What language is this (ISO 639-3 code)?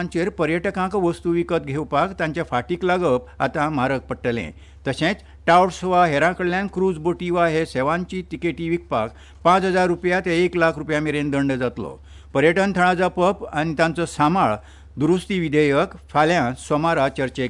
kok